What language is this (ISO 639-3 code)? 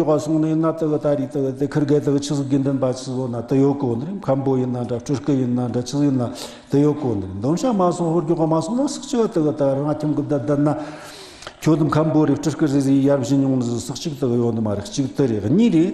bod